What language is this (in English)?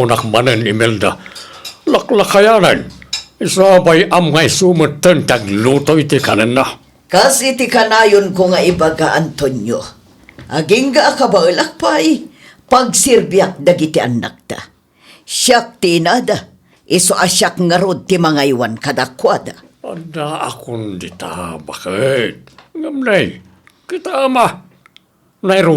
Iloko